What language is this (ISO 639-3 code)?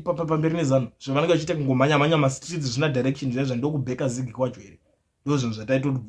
sna